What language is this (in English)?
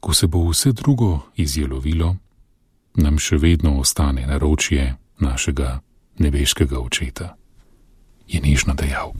Slovenian